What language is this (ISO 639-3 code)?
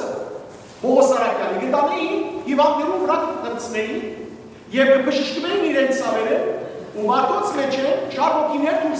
hyw